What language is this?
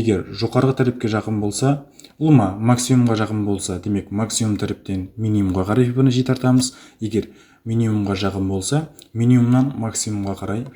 Kara-Kalpak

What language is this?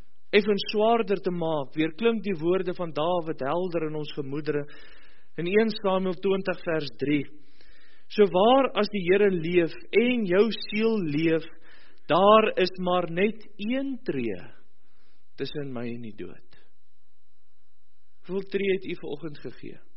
Afrikaans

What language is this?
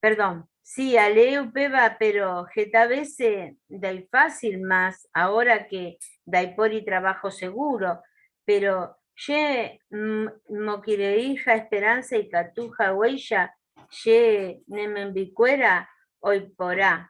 Guarani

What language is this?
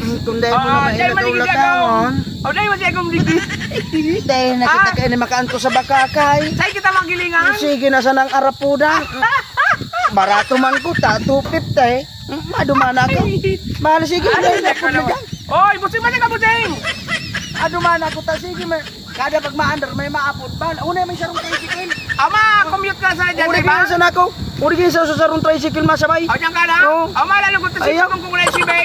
Bikol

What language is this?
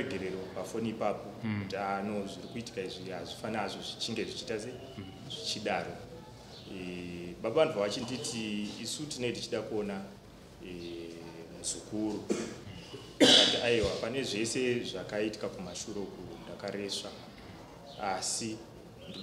Shona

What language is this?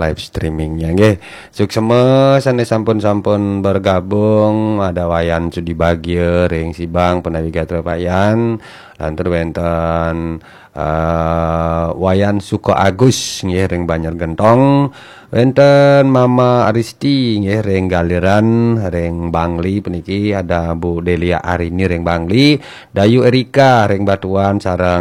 Balinese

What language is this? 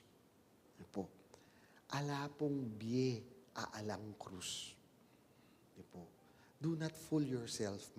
Pampanga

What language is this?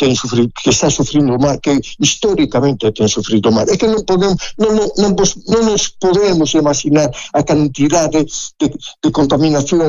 Galician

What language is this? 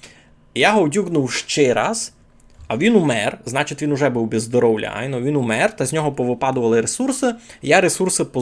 Rusyn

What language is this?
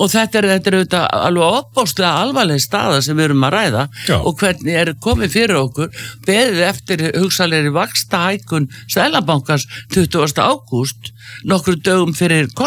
Icelandic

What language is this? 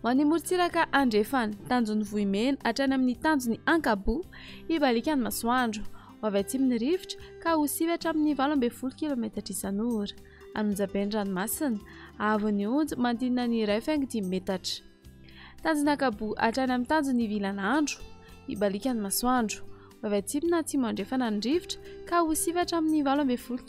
Malagasy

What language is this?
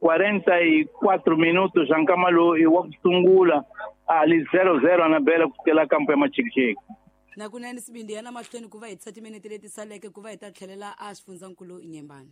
Tsonga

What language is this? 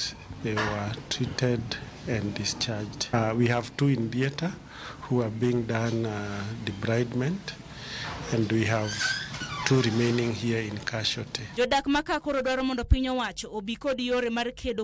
Luo (Kenya and Tanzania)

